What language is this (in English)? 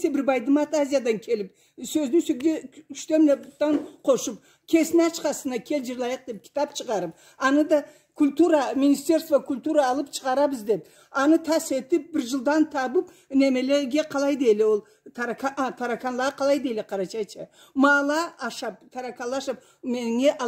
Karachay-Balkar